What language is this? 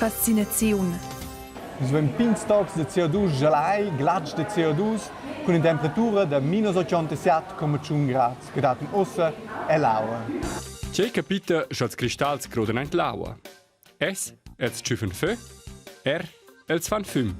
Romansh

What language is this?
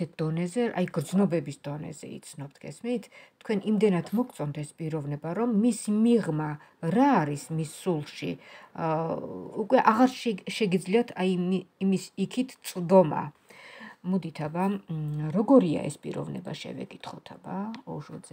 Georgian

